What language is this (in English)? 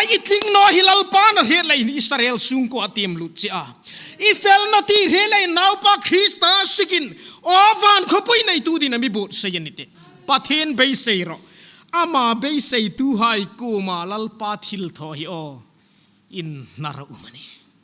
Hmar